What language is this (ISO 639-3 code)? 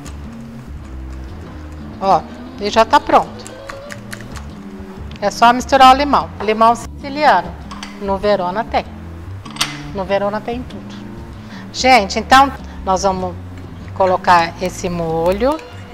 por